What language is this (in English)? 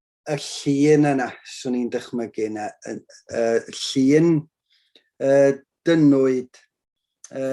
Welsh